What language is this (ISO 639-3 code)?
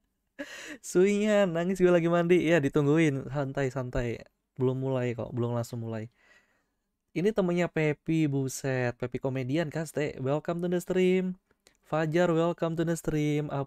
ind